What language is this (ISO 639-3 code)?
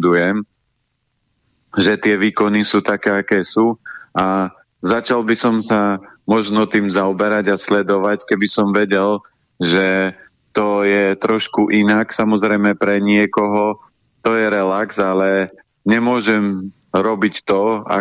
slk